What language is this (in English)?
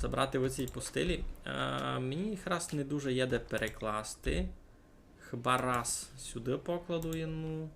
Rusyn